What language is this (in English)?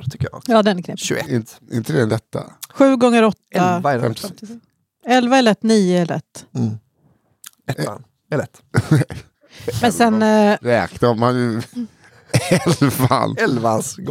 Swedish